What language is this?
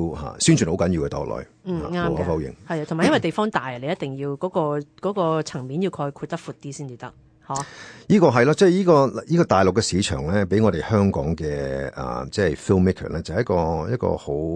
Cantonese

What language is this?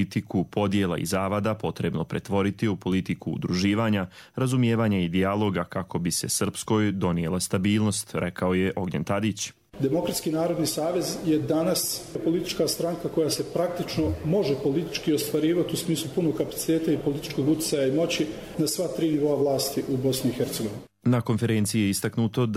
Croatian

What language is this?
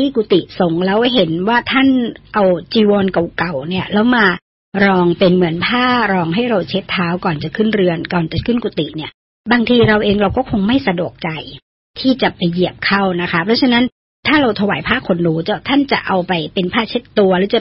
Thai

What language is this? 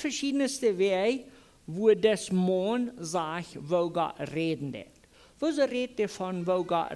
Plautdietsch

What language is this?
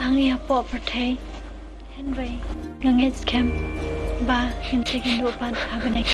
Khasi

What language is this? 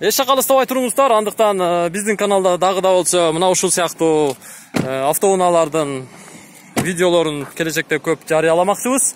Kyrgyz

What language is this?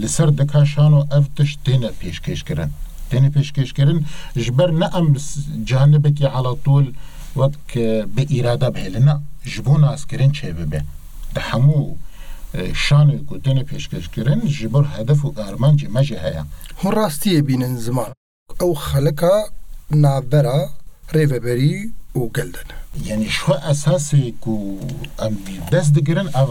Kurdish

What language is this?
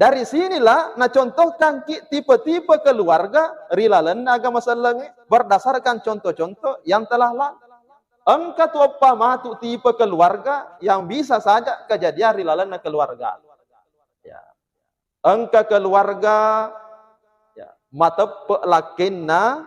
Buginese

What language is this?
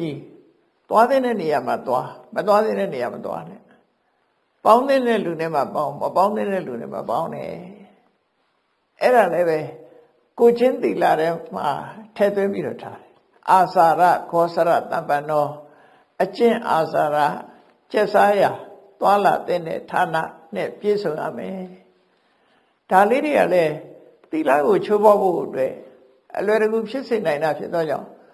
Burmese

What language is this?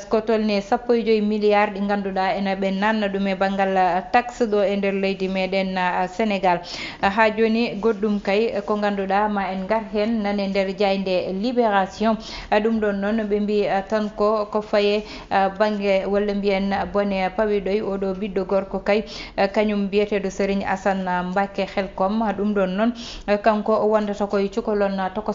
Fula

